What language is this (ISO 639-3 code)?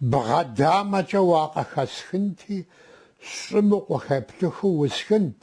kbd